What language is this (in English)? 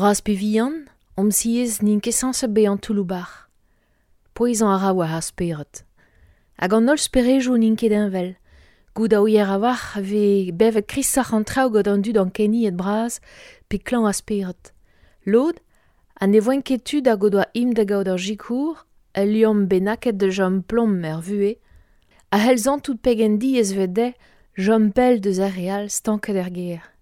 Breton